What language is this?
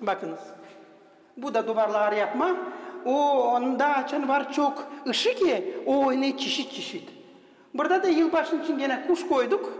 Gagauz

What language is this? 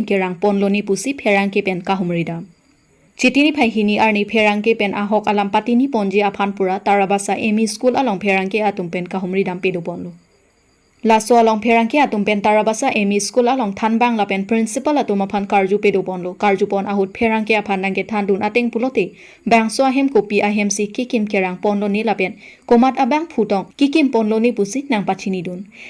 Karbi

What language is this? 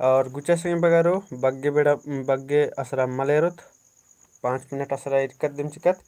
Kurukh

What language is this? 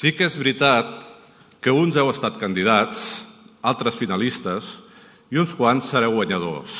Catalan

